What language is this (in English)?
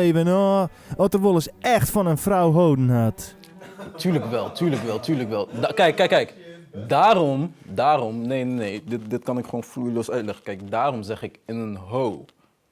Western Frisian